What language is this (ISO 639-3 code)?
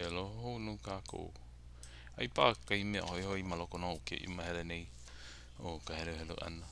haw